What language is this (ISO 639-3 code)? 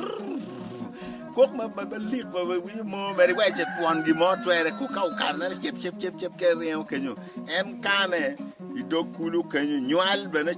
ach